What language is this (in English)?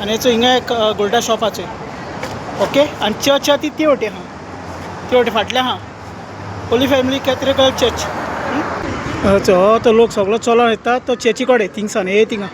Konkani